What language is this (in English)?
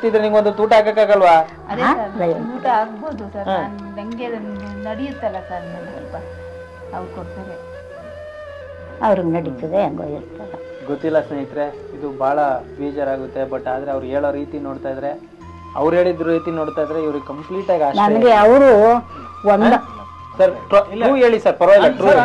Kannada